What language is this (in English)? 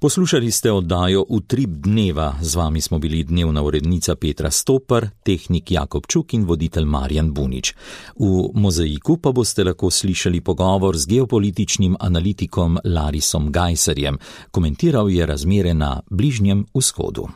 Slovenian